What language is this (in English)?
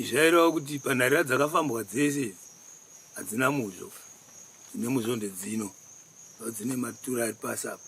Shona